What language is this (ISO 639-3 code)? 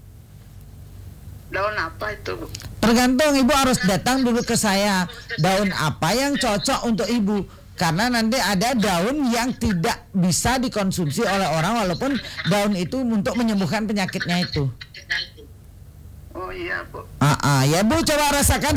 ind